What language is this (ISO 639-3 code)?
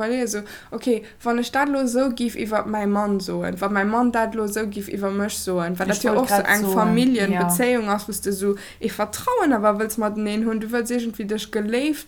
ltz